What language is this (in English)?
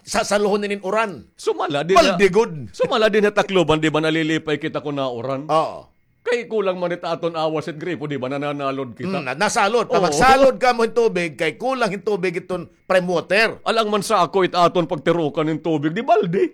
Waray